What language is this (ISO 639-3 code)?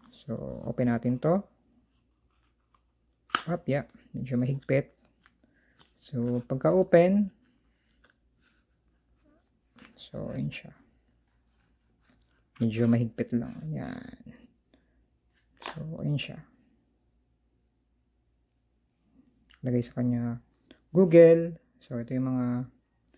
fil